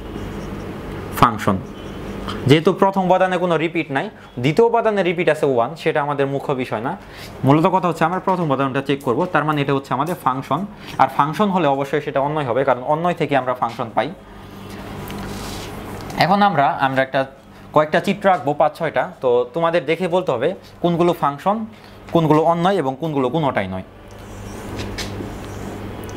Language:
Bangla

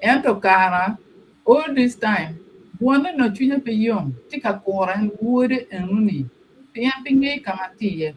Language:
Acoli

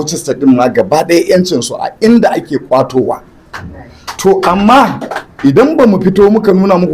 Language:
Hausa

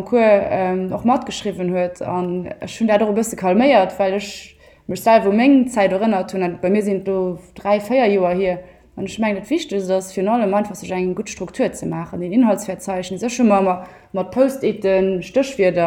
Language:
Luxembourgish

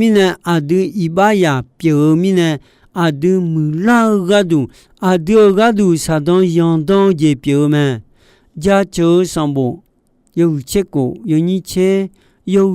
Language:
Akha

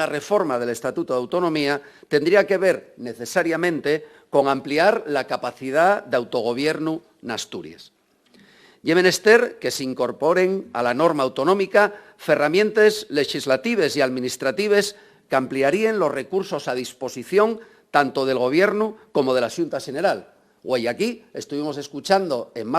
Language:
Asturian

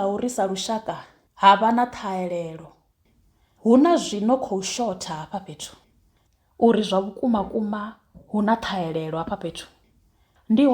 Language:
Venda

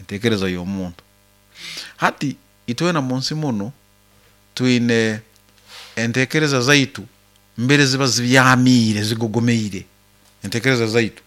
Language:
Nyoro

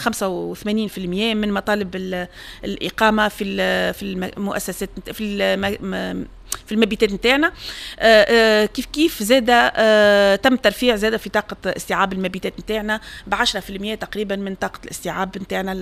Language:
Tunisian Arabic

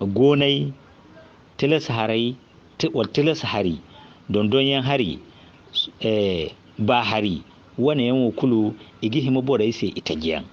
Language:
Zarma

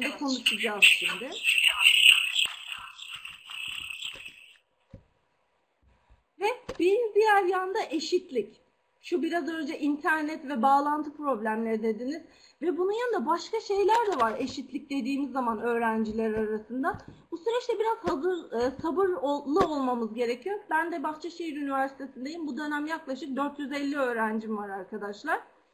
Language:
Turkish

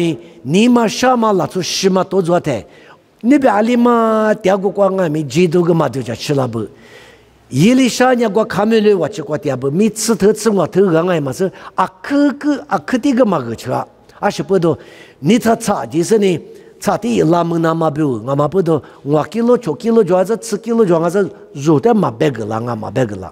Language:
Lisu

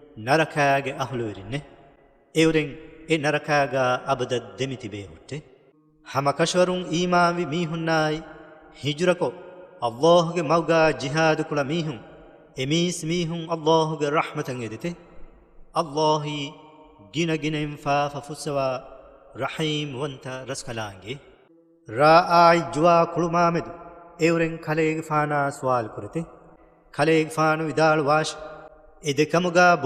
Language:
Divehi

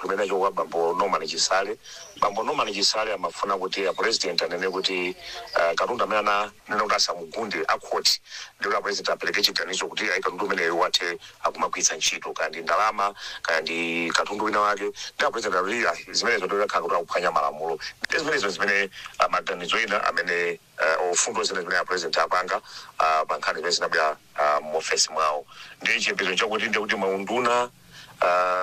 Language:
Nyanja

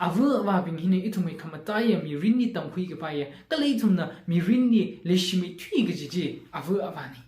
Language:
Tangkhul Naga (India)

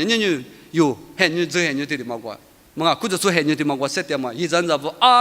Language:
Lisu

